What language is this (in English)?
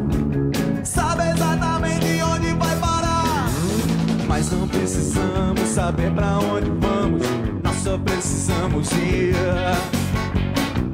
Portuguese